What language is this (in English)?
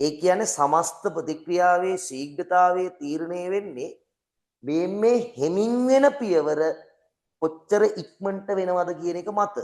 Sinhala